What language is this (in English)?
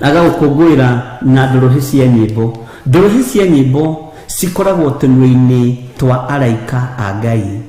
Kikuyu